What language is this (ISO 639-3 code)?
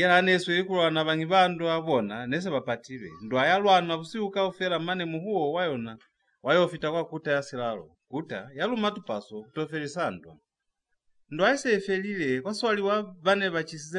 loz